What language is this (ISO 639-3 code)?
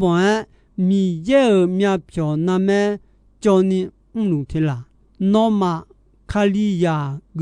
ahk